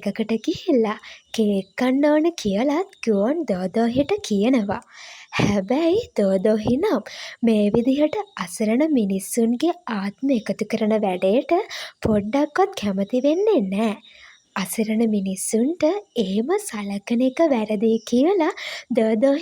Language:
Sinhala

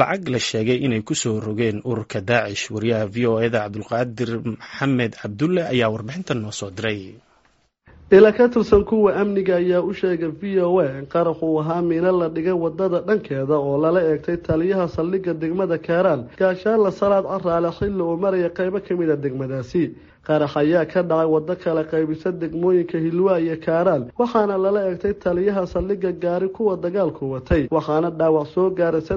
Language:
Somali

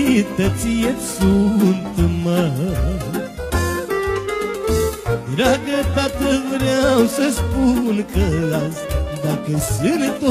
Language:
Romanian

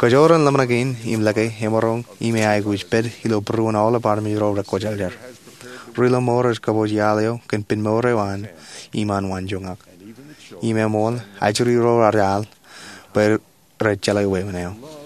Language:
Marshallese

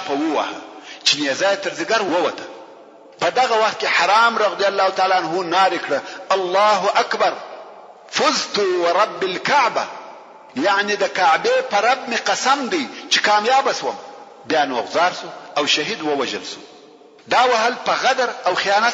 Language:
Pashto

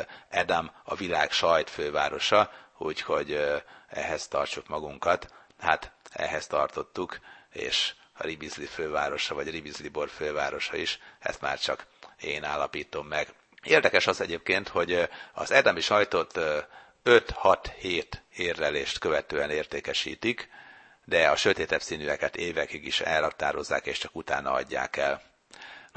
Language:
Hungarian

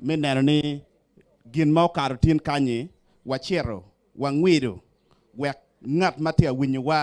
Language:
Acoli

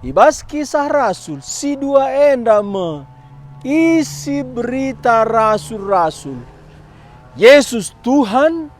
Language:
Batak Karo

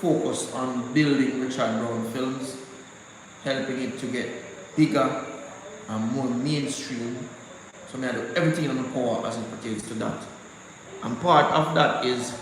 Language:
Jamaican Creole English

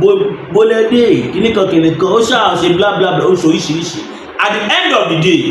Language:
Yoruba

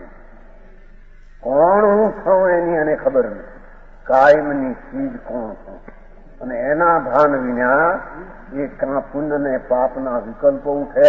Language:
Gujarati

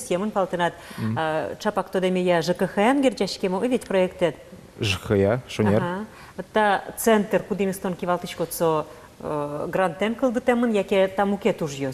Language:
Udmurt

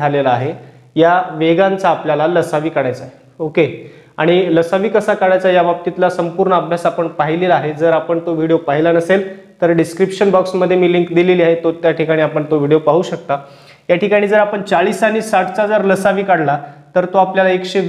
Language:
Marathi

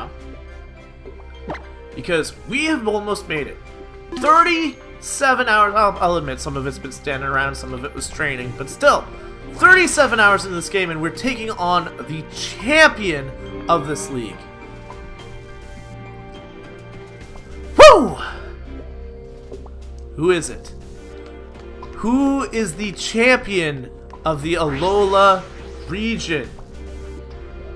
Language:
English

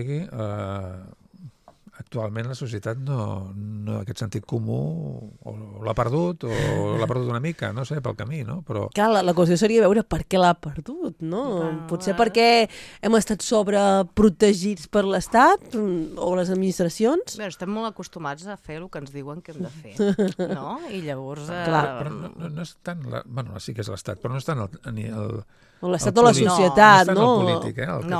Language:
Catalan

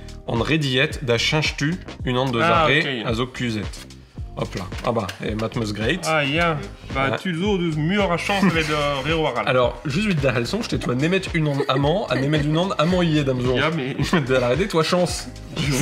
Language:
Breton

